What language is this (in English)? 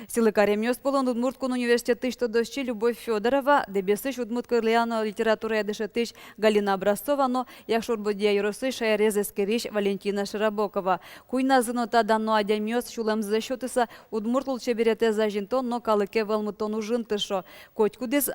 Udmurt